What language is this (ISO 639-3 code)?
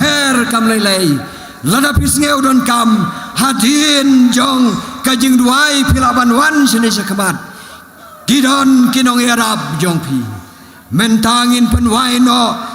kha